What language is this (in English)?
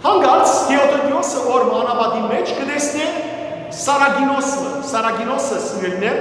Western Armenian